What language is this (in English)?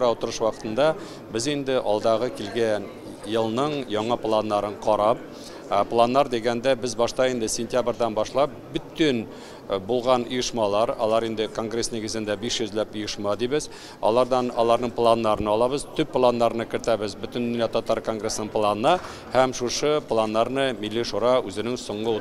Tatar